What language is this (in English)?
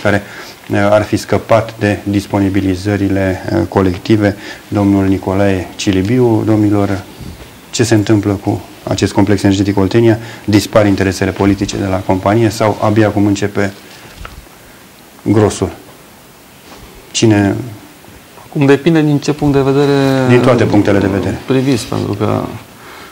Romanian